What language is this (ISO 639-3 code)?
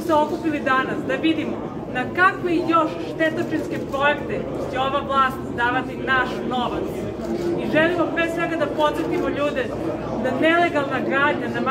srp